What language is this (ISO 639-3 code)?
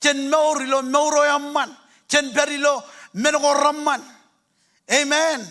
mah